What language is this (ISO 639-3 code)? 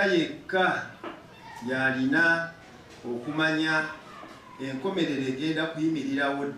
lug